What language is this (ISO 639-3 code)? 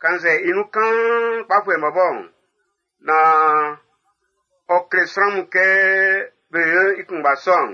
bci